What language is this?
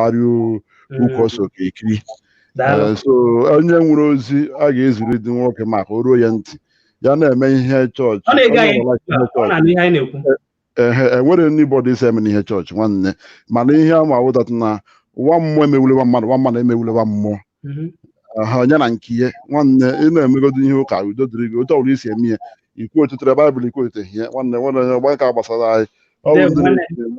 Igbo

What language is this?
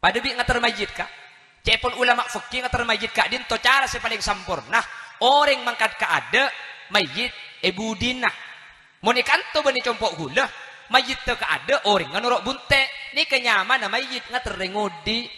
Madurese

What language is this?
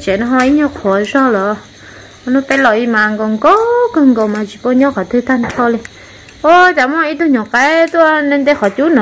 Vietnamese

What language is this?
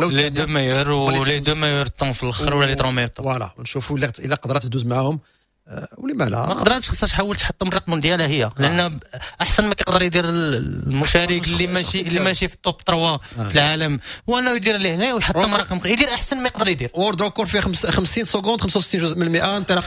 Moroccan Arabic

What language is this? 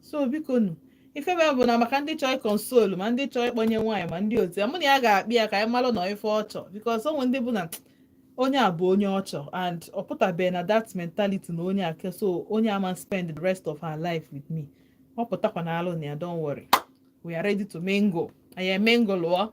Igbo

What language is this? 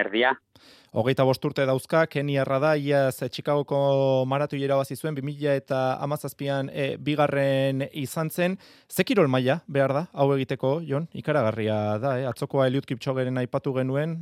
Basque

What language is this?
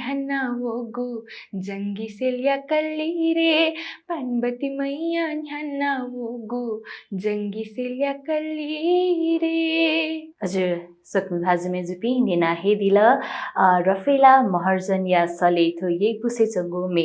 Newari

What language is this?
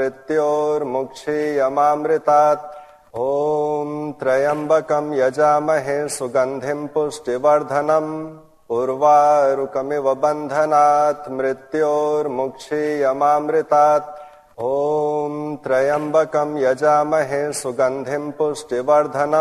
Sanskrit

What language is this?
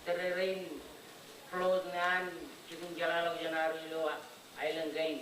Marshallese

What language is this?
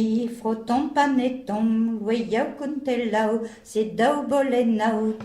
Breton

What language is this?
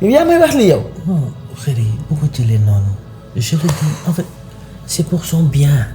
Wolof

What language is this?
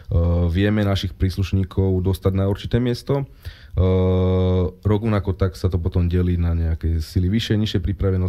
Slovak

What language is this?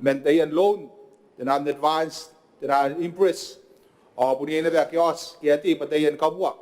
Gilbertese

